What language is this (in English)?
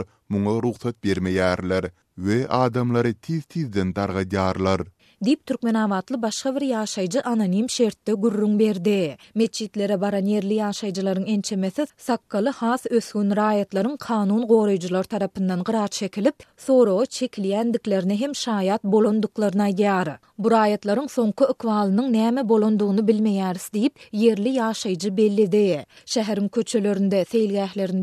Turkmen